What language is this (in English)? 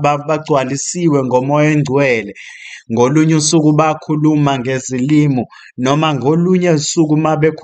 Zulu